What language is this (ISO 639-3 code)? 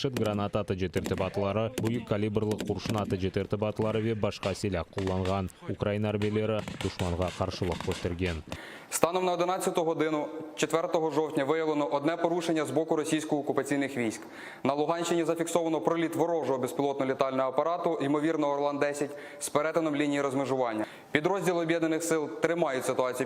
crh